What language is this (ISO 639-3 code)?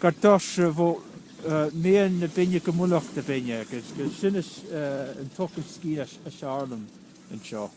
gla